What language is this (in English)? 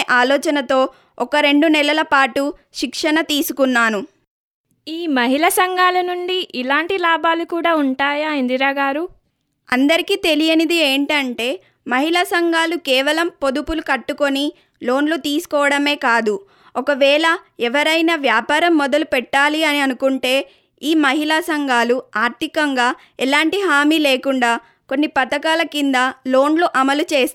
Telugu